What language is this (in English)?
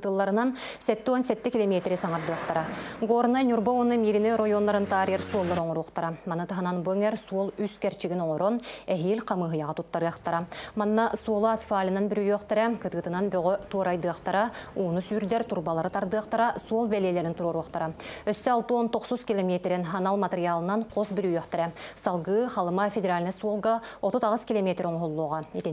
Yakut